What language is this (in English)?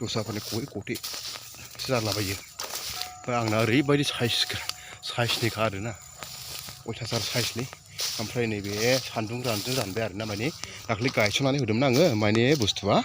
Bodo